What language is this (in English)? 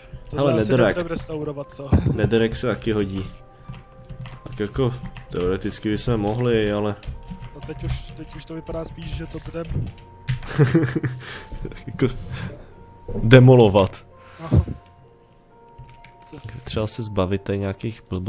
Czech